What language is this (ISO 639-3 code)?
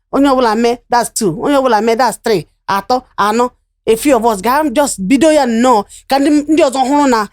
ibo